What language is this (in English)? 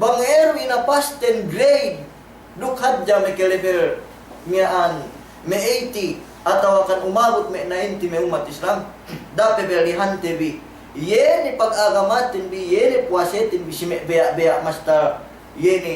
Yakan